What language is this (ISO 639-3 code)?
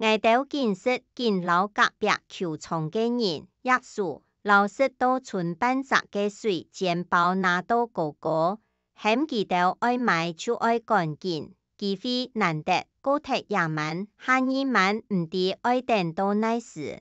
hak